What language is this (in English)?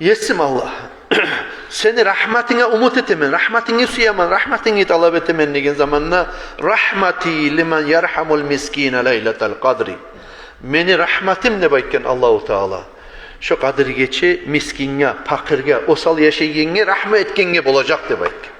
Kumyk